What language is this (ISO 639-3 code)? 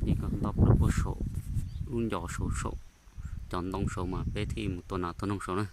hmn